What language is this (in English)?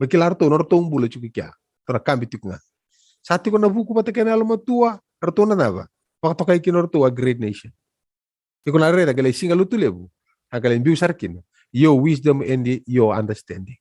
Fijian